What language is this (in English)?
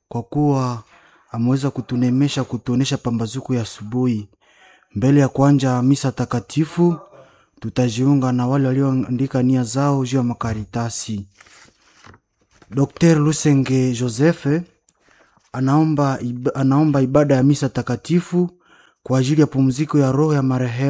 Swahili